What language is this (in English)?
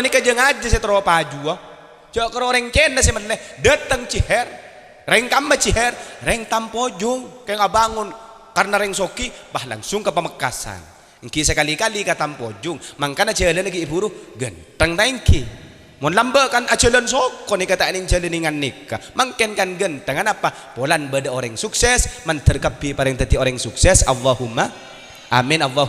Madurese